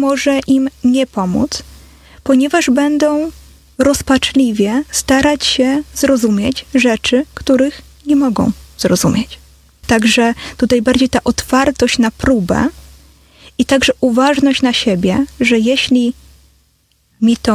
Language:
Polish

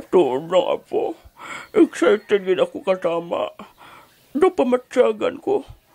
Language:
Hiligaynon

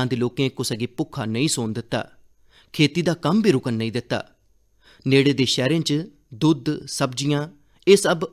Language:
Dogri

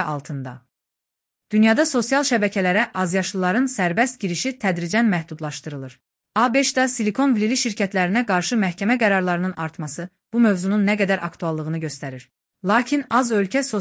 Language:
Azerbaijani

